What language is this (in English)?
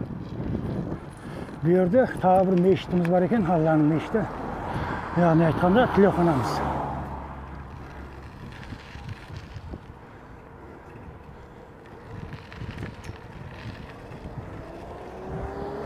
Kazakh